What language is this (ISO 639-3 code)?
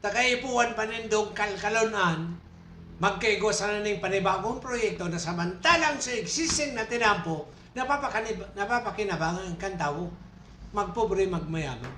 bik